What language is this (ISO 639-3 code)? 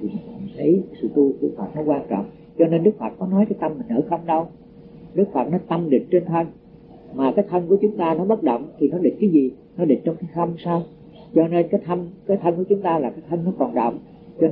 vie